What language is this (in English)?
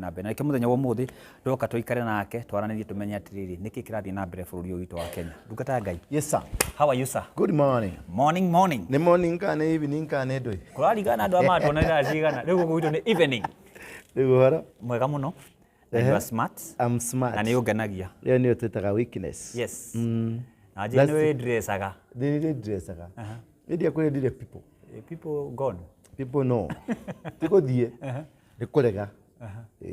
Kikuyu